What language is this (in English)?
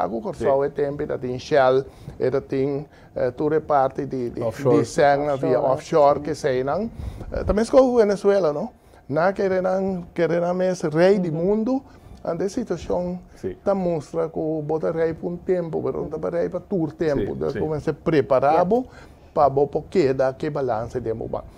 Papiamento